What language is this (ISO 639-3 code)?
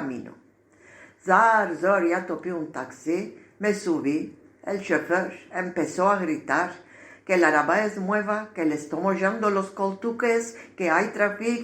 lad